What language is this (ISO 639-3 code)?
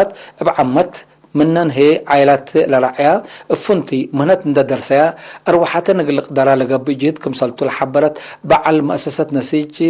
tig